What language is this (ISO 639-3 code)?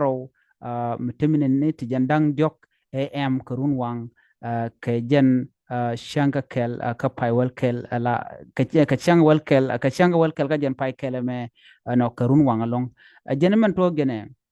nus